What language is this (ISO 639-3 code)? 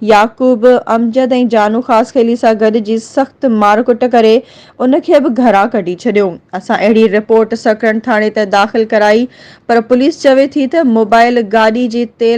snd